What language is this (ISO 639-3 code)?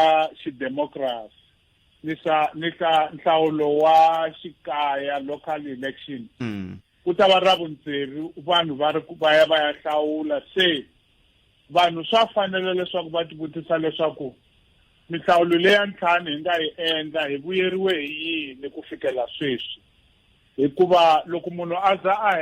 tso